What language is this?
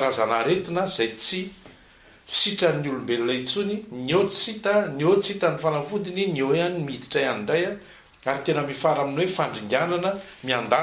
Malagasy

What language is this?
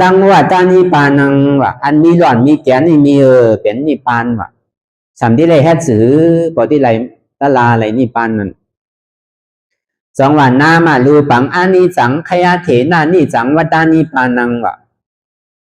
Shan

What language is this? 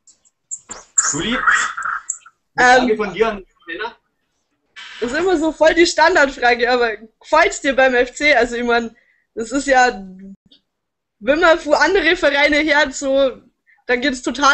German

